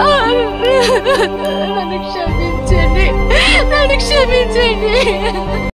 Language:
Telugu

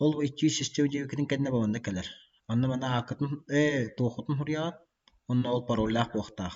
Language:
Yakut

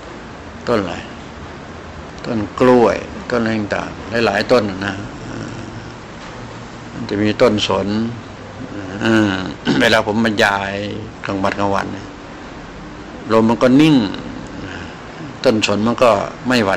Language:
Thai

